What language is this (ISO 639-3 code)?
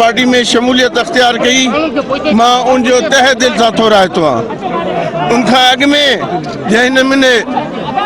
snd